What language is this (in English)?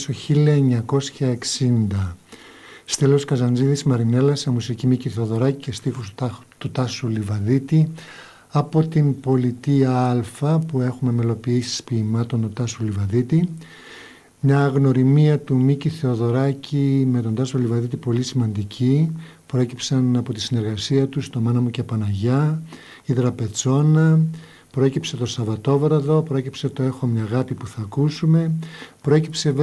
Greek